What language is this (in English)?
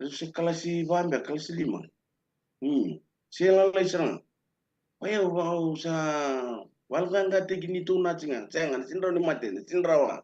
Fijian